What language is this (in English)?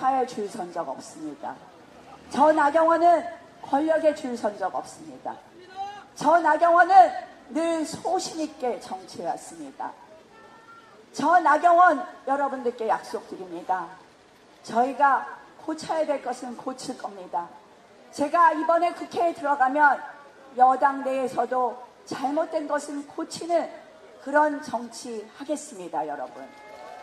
Korean